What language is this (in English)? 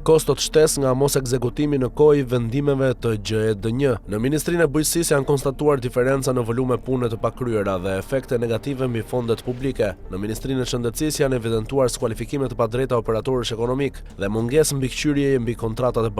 Albanian